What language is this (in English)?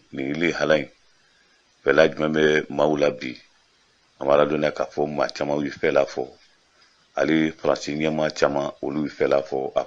Bambara